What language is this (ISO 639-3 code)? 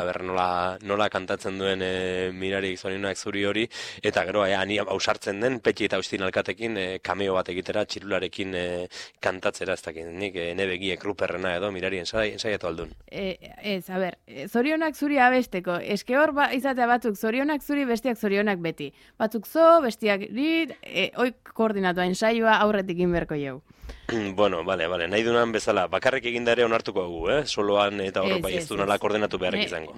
eus